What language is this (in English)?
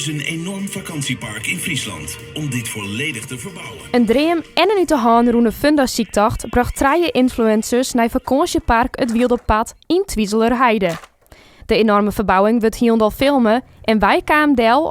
Western Frisian